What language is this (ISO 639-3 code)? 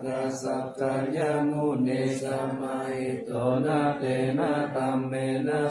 pli